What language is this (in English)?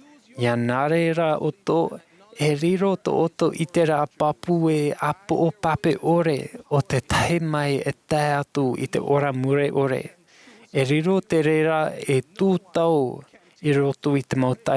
Tahitian